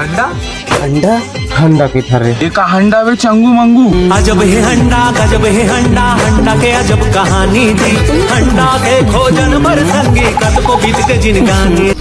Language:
Chhattisgarhi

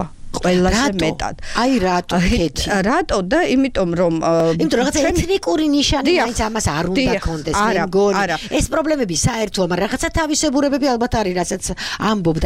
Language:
Georgian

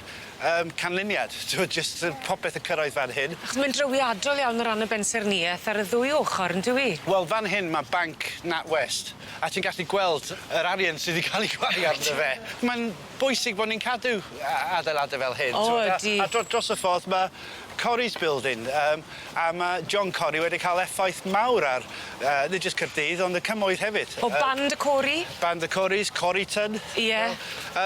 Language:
Welsh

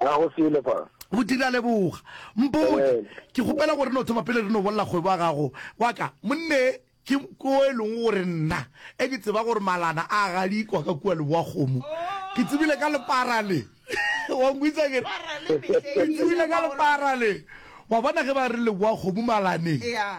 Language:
Northern Sotho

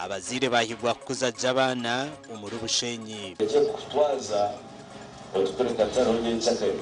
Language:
Nyankole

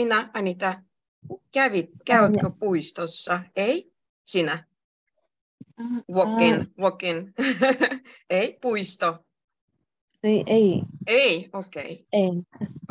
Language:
Finnish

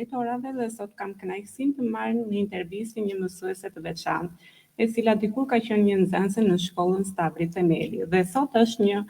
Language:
Albanian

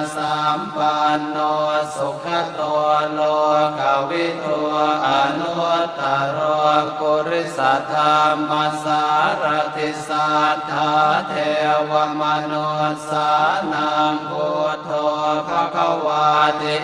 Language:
Pali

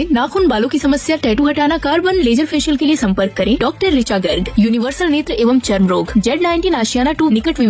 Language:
Hindi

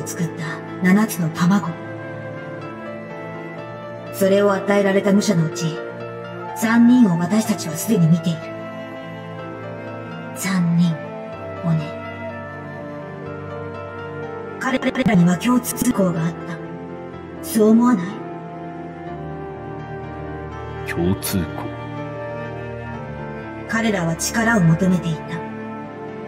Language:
Japanese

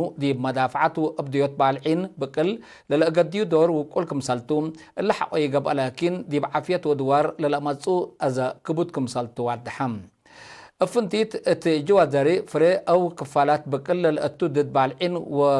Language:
Tigre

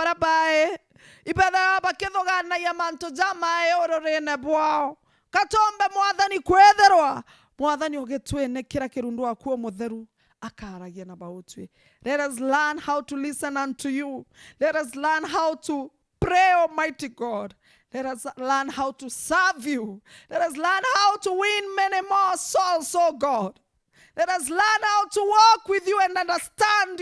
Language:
Meru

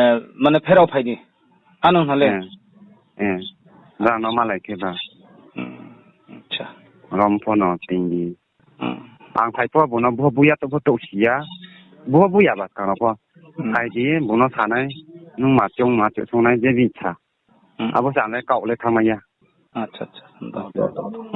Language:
Riang (India)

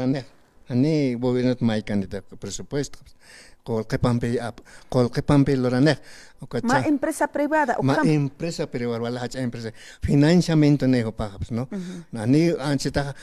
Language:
Aymara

